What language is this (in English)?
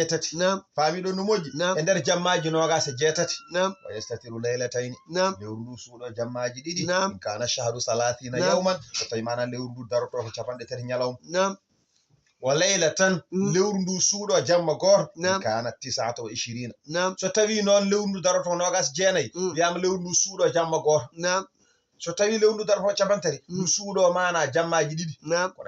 Fula